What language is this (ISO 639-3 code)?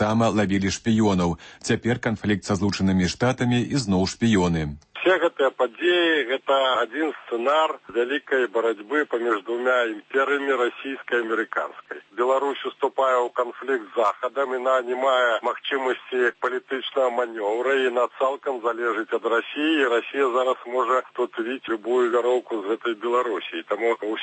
bel